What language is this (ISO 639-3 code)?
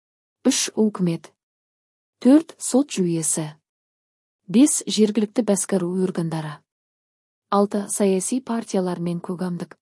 kir